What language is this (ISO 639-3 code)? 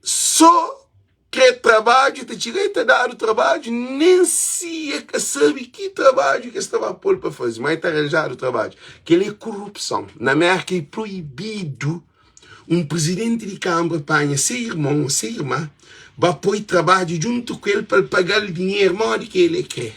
kea